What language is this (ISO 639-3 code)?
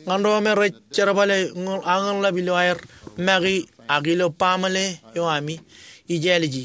mah